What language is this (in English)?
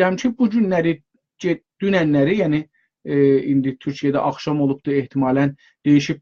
South Azerbaijani